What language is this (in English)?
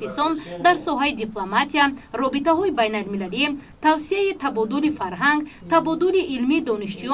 Tajik